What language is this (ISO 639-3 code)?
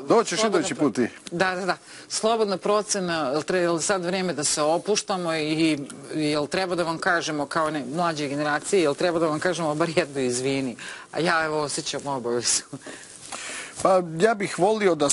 srp